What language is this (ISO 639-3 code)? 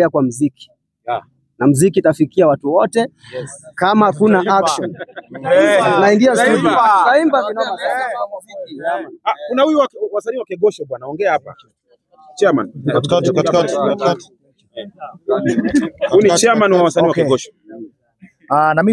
swa